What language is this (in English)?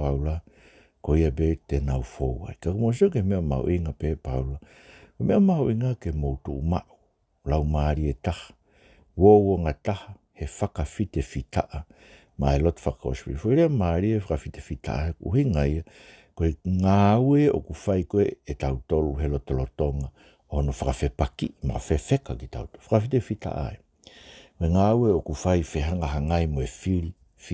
Tongan